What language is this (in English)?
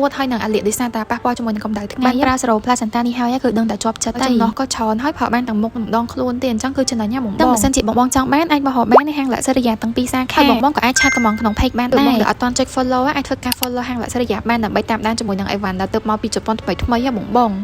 Khmer